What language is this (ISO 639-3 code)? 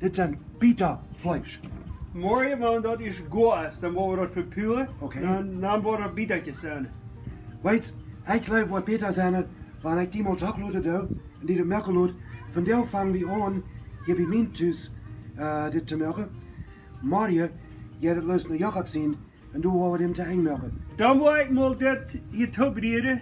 pdt